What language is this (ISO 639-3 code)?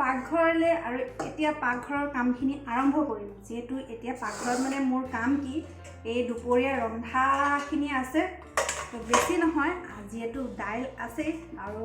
asm